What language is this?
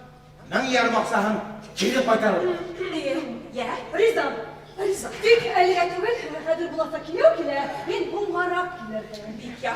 Bashkir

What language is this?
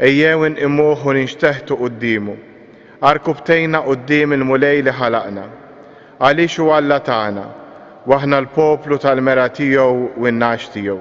Maltese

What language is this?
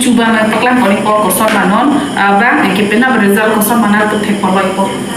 Karbi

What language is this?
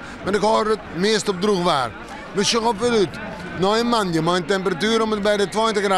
Western Frisian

